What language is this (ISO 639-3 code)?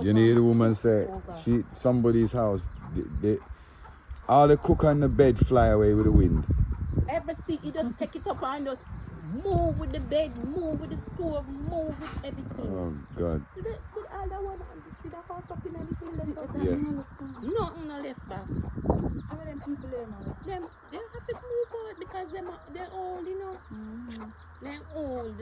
jam